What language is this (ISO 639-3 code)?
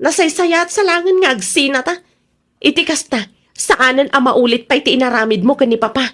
ilo